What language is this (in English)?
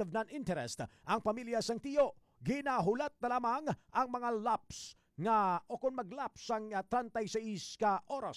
Hiligaynon